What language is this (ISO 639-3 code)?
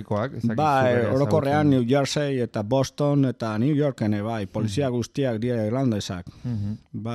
eus